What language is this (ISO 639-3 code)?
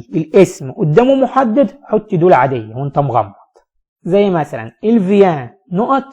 arz